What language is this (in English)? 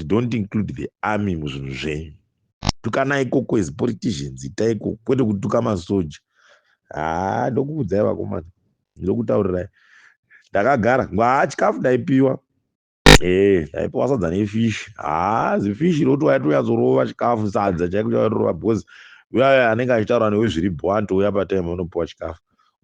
Shona